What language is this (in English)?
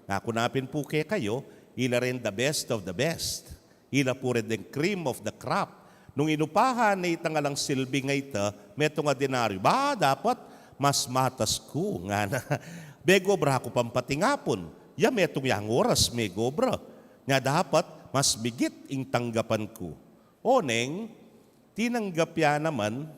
Pampanga